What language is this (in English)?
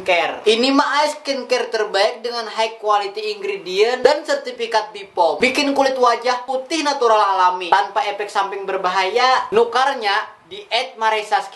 Banjar